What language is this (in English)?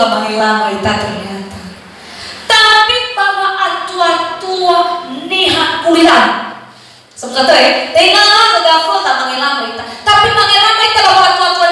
Nias